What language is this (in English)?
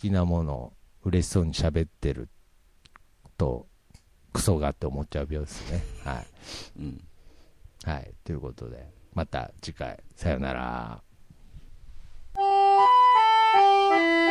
Japanese